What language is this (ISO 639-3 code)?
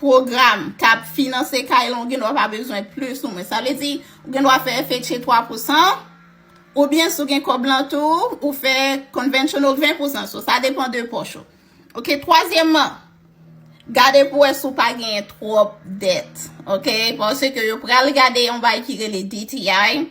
hat